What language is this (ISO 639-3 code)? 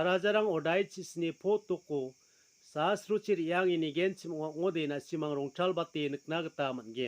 grt